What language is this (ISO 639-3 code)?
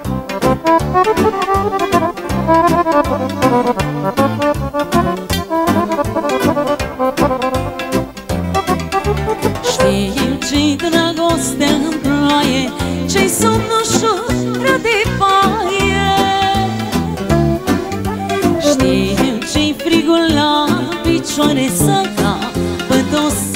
ron